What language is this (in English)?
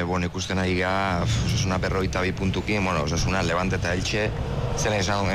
Basque